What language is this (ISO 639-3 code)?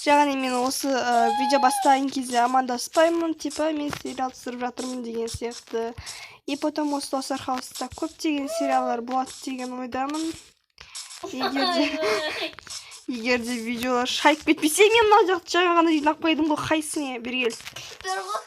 kaz